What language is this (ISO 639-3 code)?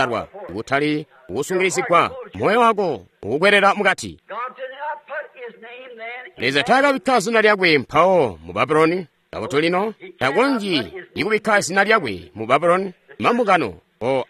toi